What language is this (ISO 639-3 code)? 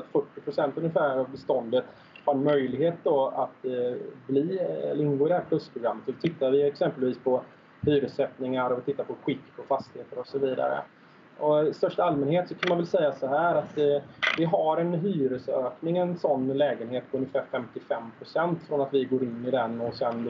swe